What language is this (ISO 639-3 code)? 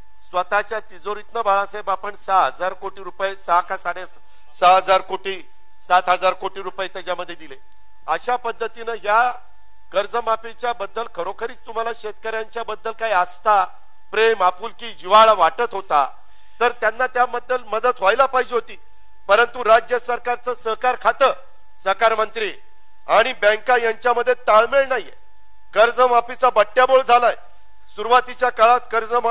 mar